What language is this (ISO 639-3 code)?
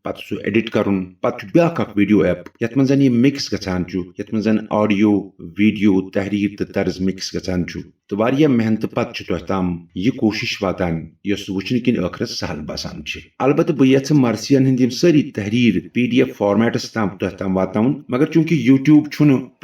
kas